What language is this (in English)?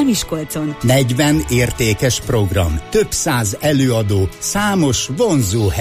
Hungarian